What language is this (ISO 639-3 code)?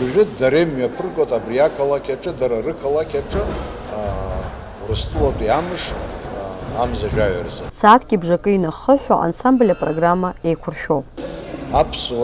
abk